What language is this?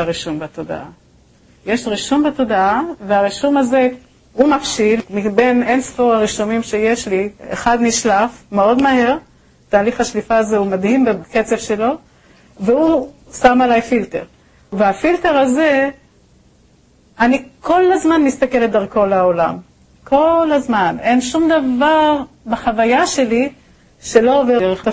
Hebrew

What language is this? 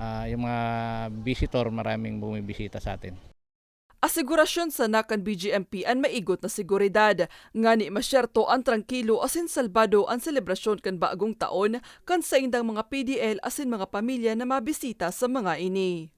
Bikol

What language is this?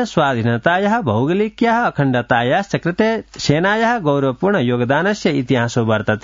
Sanskrit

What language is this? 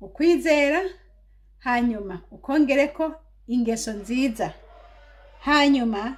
Rundi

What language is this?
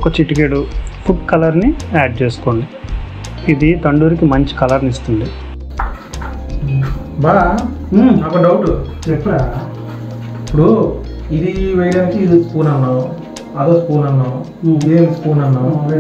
Telugu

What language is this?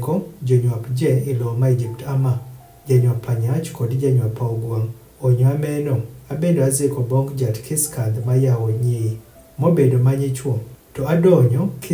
Adhola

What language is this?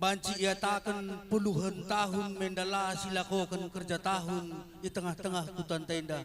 Batak Karo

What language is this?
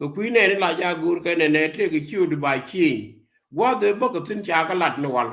Nuer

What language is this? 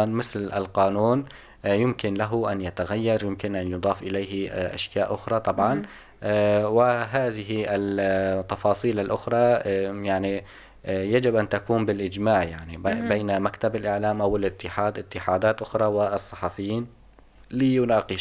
North Levantine Arabic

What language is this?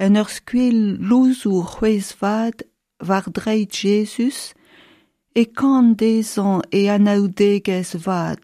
Breton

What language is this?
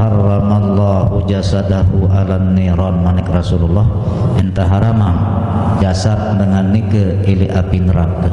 Sasak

